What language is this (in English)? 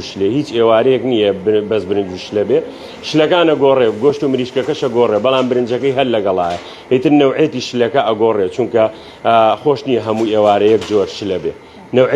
Central Kurdish